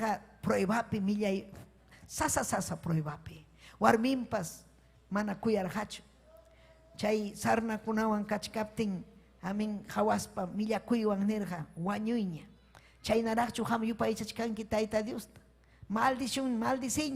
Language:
Ayacucho Quechua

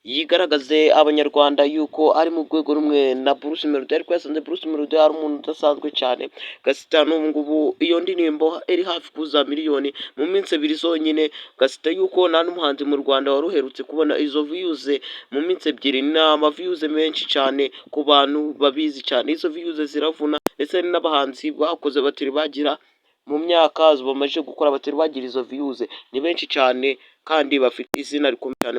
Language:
Kinyarwanda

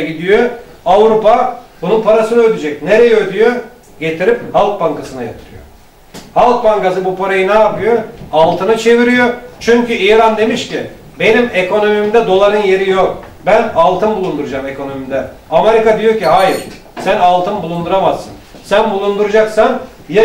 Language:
Turkish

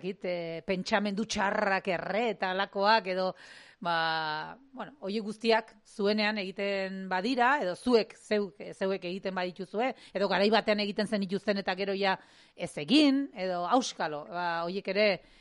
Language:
Basque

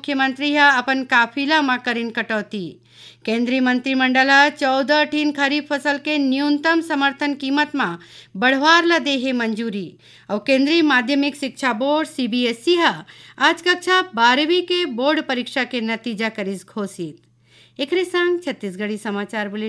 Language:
Chhattisgarhi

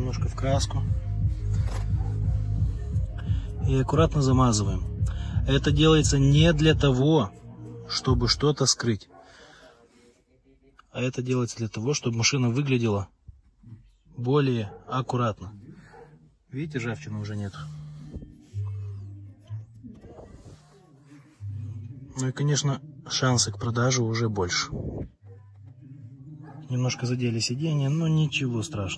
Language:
Russian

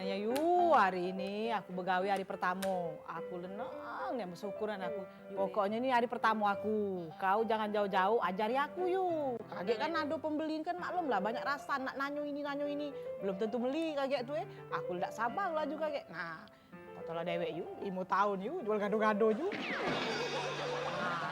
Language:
Musi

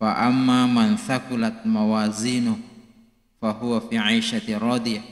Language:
Buginese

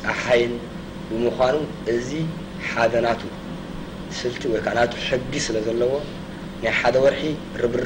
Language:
Tigrinya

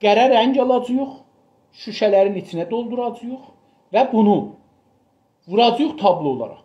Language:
South Azerbaijani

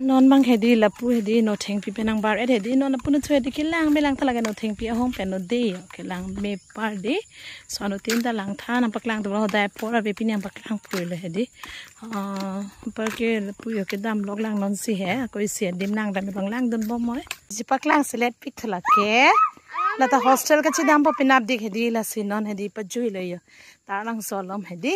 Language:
Karbi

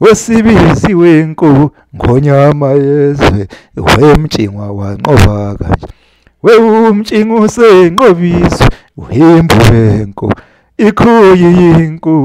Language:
Zulu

